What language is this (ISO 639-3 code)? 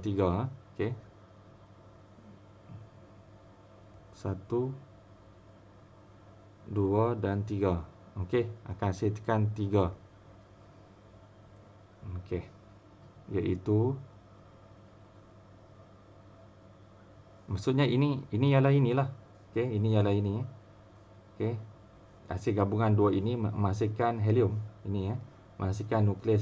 msa